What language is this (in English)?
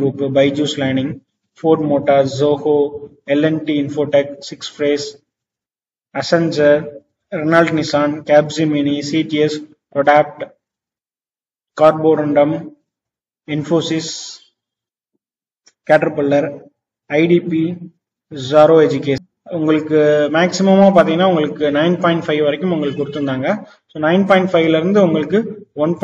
Tamil